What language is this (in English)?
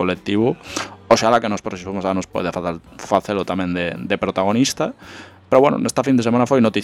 Galician